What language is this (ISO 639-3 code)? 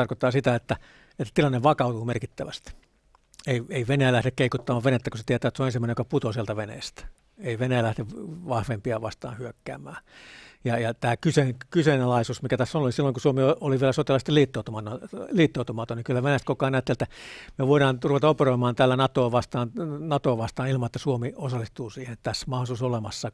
fin